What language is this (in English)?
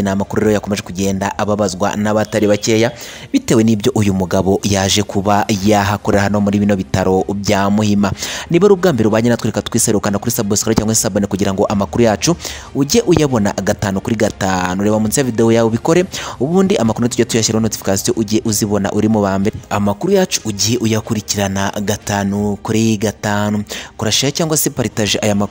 Kinyarwanda